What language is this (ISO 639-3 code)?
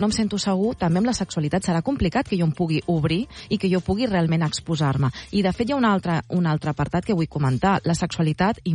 cat